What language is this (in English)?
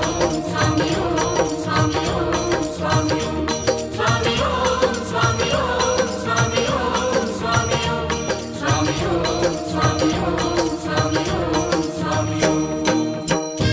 Marathi